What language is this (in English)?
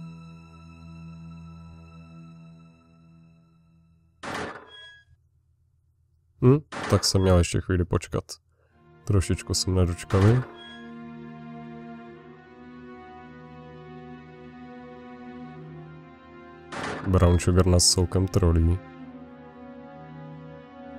Czech